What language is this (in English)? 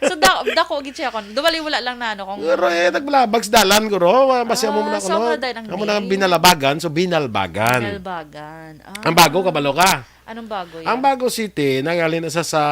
Hiligaynon